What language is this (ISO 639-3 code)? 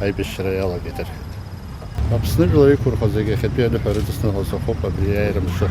abk